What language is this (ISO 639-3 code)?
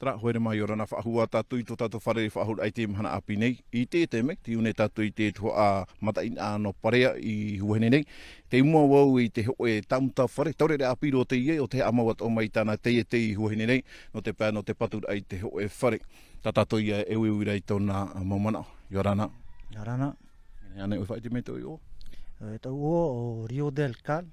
tah